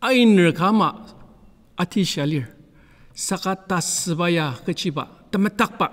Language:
Ao Naga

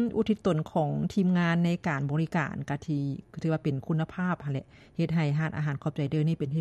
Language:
Lao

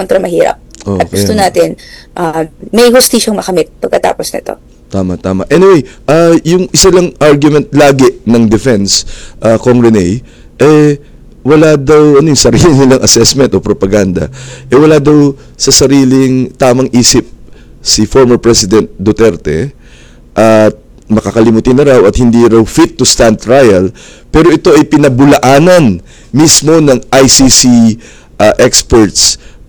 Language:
Filipino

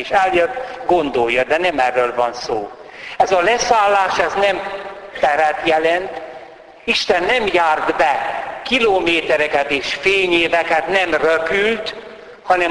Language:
Hungarian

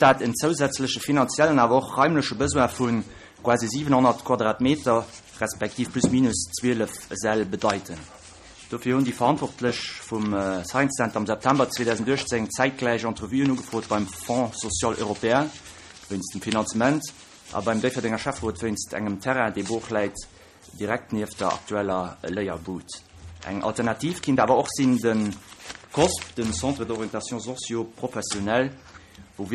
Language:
Luxembourgish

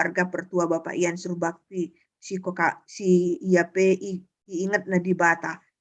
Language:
Batak Karo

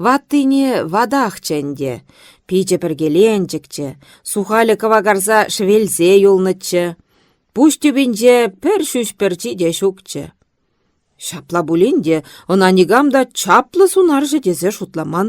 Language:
Chuvash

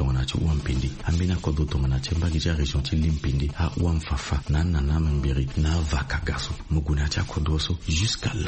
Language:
Sango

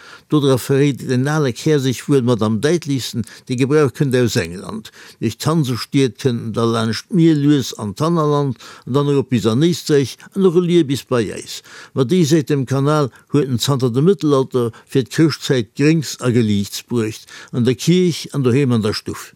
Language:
Luxembourgish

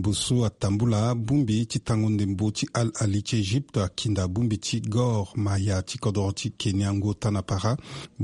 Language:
Sango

